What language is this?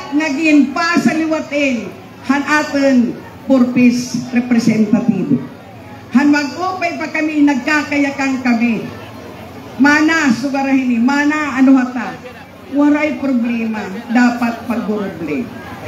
Waray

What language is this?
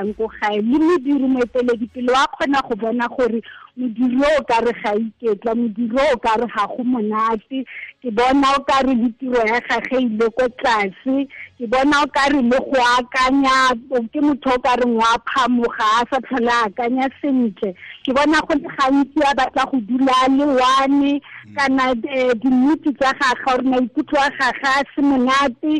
Tswana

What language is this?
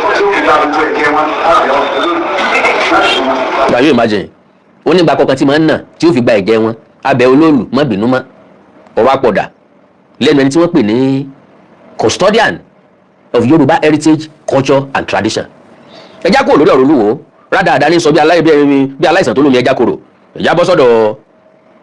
Yoruba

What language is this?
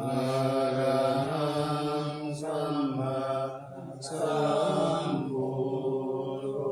Pali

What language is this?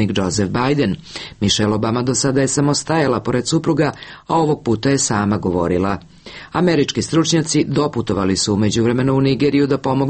Serbian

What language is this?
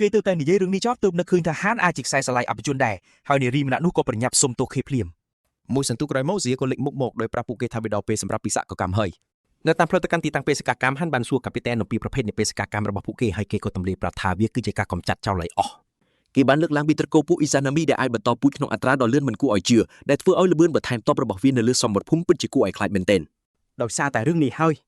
Khmer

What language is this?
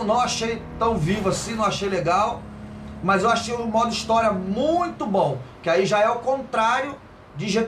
Portuguese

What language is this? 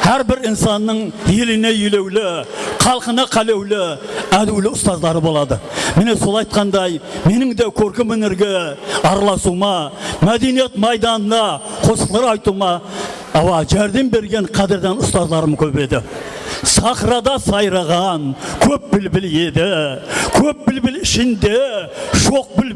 Kara-Kalpak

